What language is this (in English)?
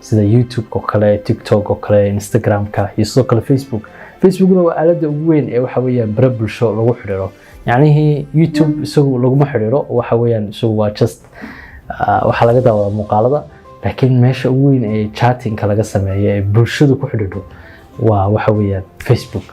Somali